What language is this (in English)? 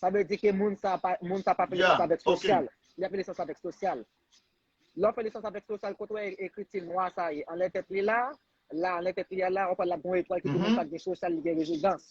Haitian Creole